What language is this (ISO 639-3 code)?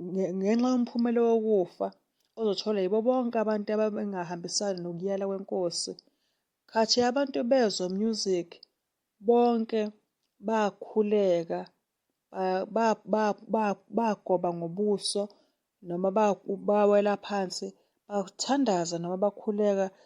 zul